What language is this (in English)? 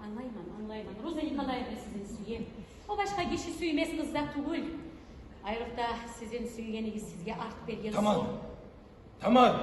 Kumyk